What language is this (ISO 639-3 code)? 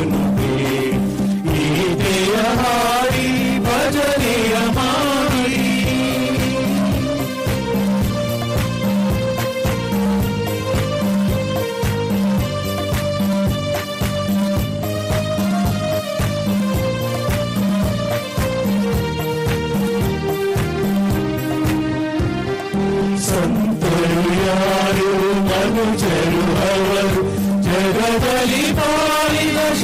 kan